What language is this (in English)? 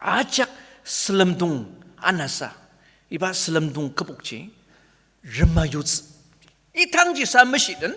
Ao Naga